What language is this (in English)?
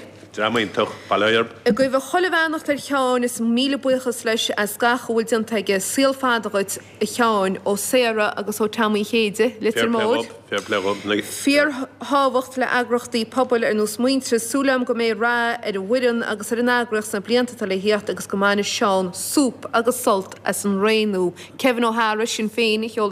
Irish